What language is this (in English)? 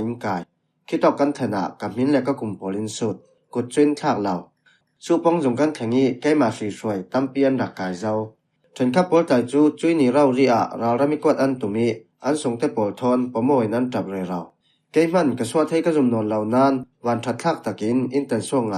Falam Chin